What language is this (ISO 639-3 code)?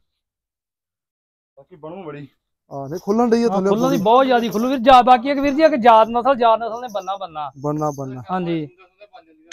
pan